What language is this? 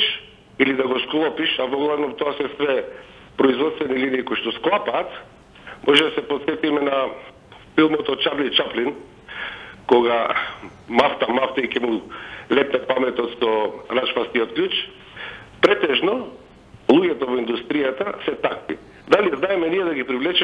Macedonian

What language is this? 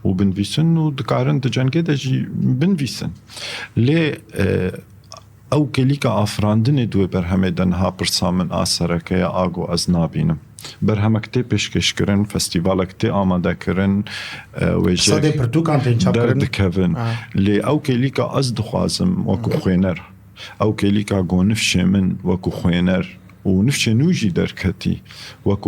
Kurdish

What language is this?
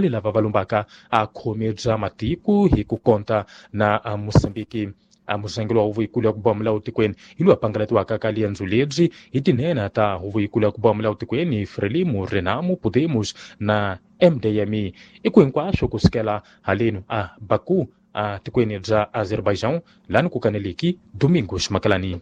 Tsonga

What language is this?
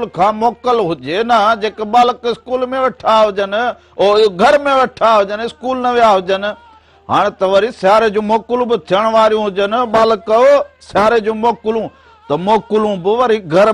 Sindhi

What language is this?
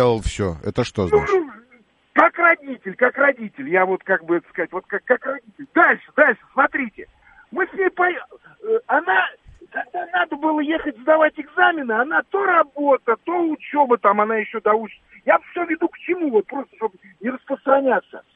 Russian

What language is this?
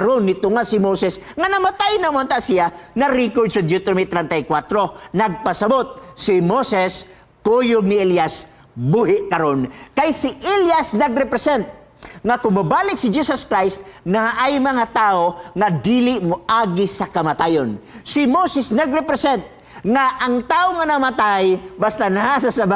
Cebuano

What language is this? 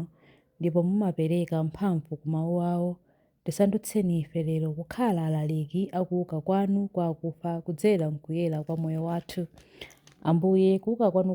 Nyanja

